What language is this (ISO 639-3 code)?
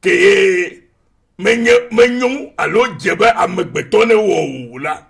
ewe